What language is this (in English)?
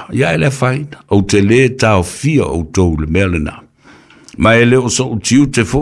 Samoan